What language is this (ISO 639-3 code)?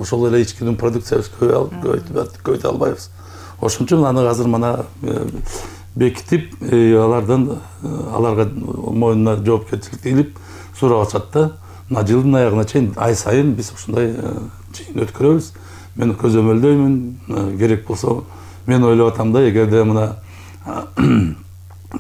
kir